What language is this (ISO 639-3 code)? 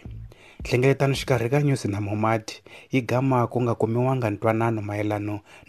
tso